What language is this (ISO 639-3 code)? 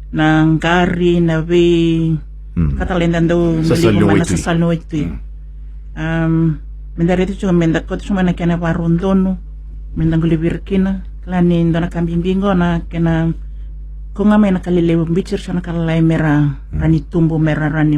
fij